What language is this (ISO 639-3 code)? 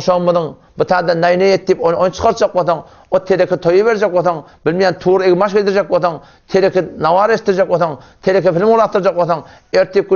tuk